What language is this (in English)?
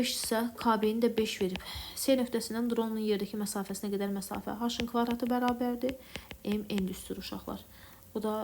Azerbaijani